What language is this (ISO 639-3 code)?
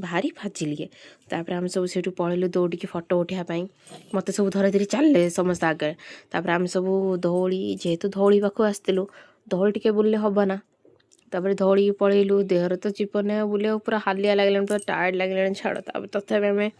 ori